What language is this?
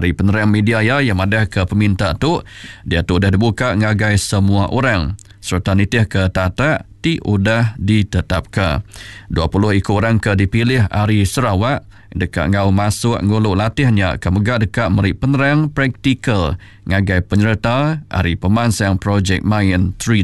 Iban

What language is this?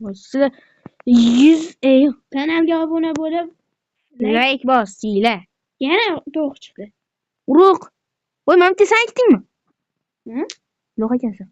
Uzbek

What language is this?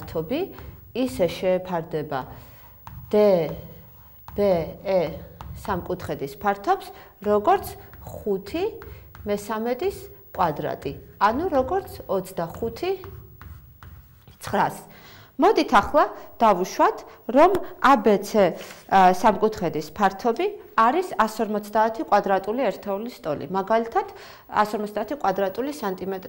Georgian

